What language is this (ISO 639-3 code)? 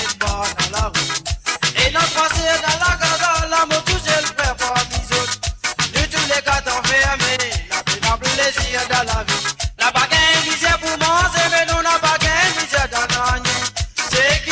mfe